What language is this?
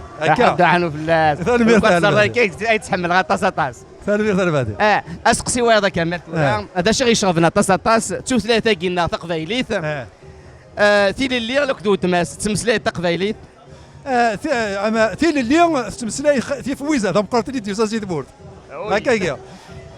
Kabyle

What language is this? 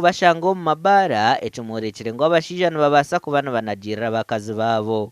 Nyankole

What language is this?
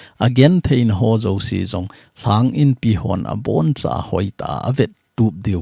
Thado Chin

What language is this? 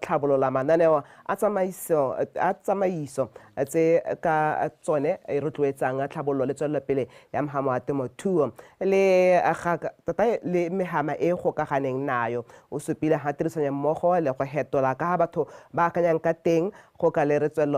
Tswana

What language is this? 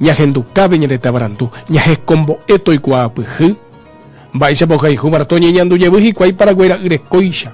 Guarani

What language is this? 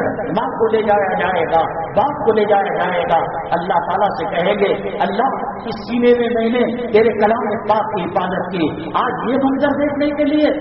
Urdu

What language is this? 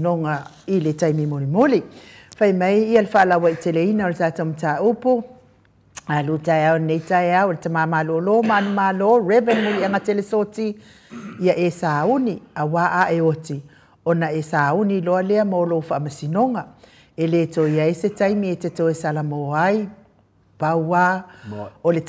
Samoan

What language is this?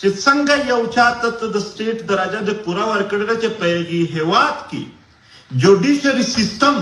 Pashto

